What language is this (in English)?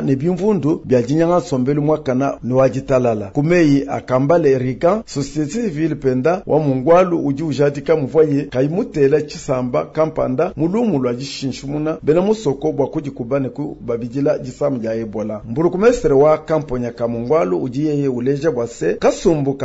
Luba-Lulua